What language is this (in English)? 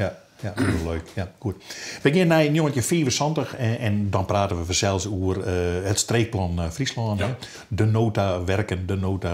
Western Frisian